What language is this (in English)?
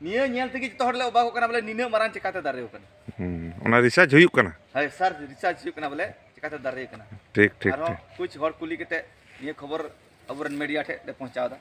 Santali